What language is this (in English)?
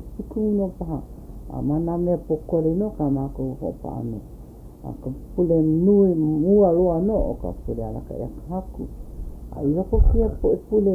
Hawaiian